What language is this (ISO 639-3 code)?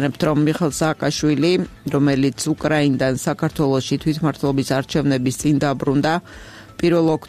kat